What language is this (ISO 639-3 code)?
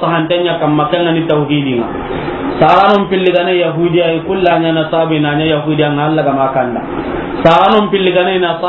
snk